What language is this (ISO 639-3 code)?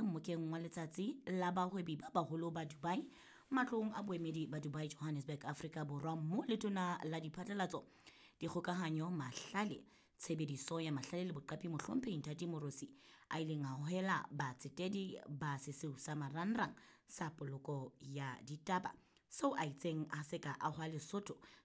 sot